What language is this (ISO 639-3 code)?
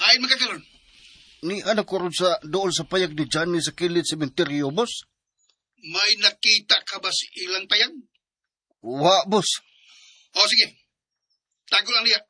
ceb